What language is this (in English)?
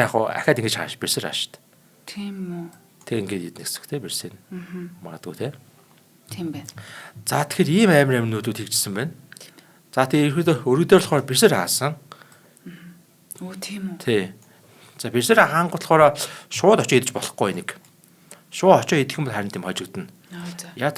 Mongolian